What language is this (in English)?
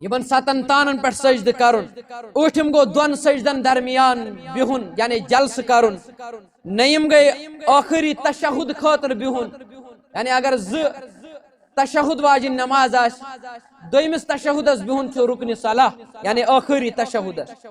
Kashmiri